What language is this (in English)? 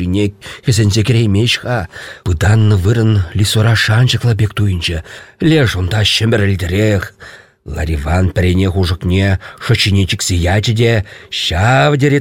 Chuvash